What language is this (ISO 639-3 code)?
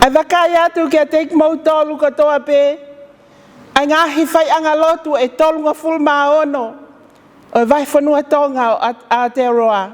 ton